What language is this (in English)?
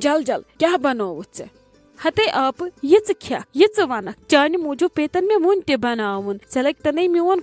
Kashmiri